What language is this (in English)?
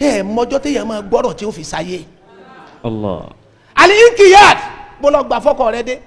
Yoruba